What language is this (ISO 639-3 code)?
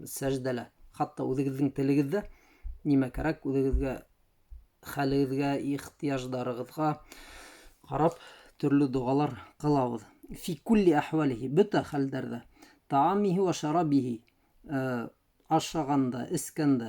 bak